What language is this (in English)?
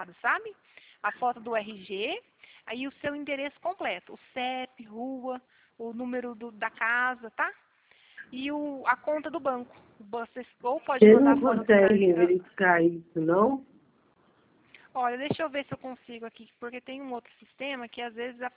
Portuguese